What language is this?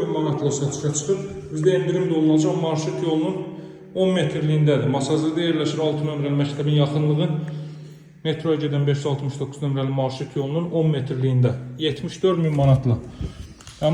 Azerbaijani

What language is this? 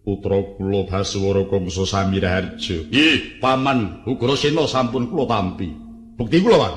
Javanese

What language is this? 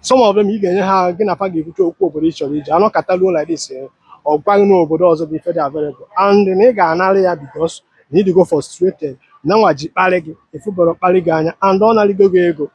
Igbo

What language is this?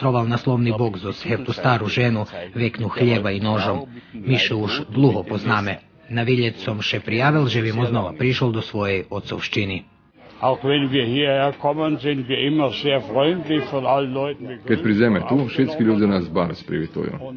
Rusyn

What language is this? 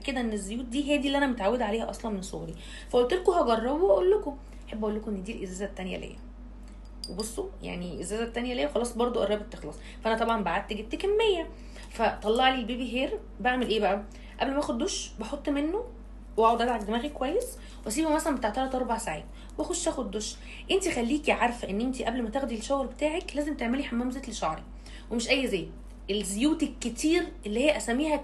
Egyptian Arabic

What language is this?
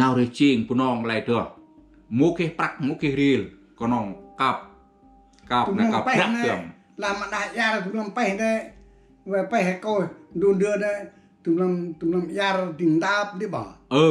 Central Mnong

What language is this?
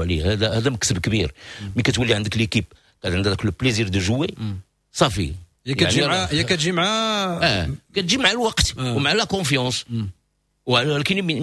Moroccan Arabic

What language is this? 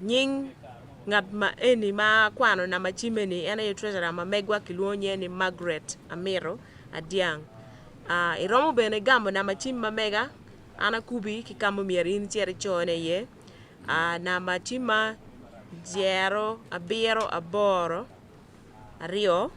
Acoli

